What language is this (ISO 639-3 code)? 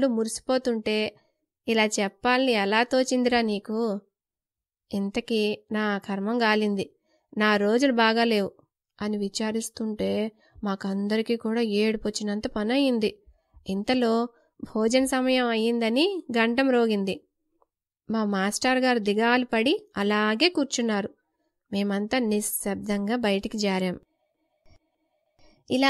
tel